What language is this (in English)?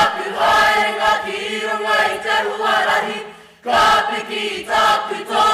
Māori